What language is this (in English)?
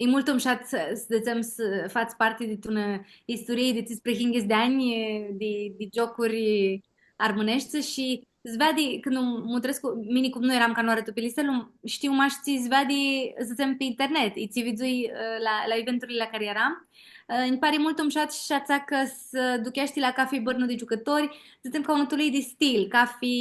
Aromanian